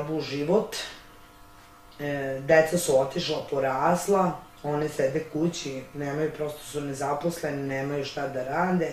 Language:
Serbian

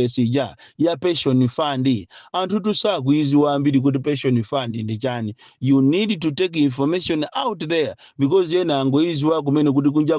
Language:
Nyanja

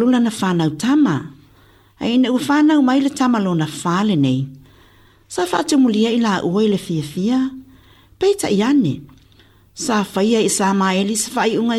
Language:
Samoan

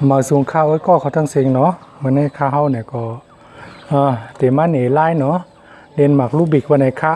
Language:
Shan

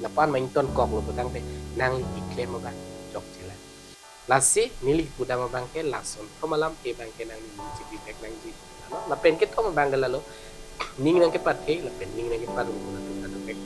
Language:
Karbi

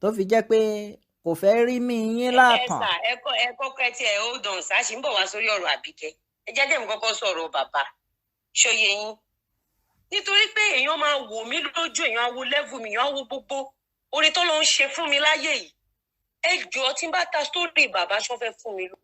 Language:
Yoruba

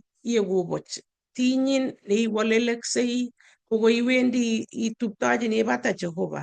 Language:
Kalenjin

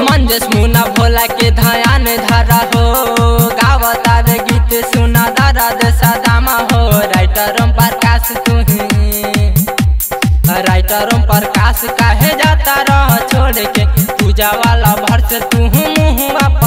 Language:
Bhojpuri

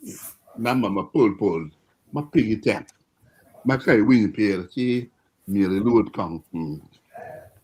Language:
Acoli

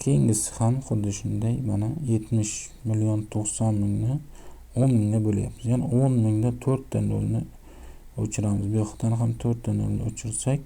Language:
Uzbek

